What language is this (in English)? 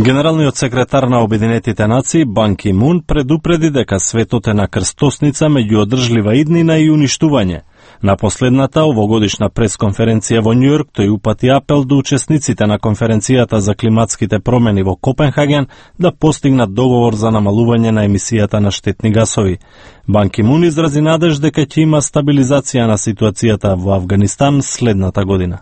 Macedonian